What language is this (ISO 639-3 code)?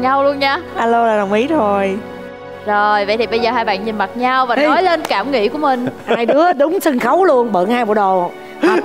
vie